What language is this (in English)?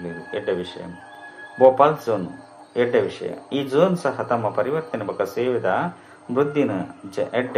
Tulu